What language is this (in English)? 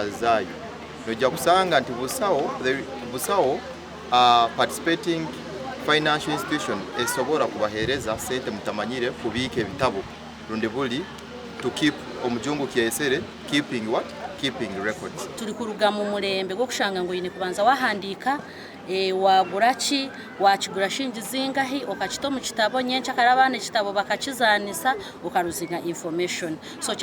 Nyankole